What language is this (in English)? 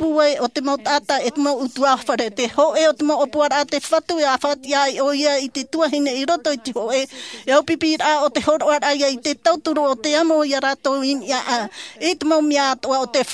Tahitian